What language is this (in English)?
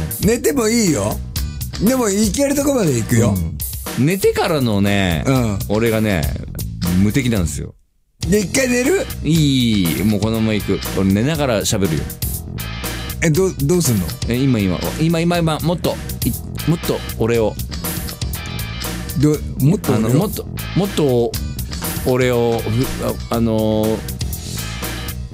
Japanese